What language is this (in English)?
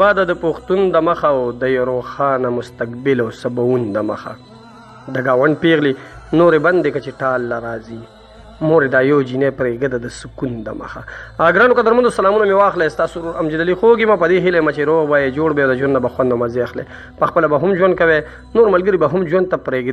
Pashto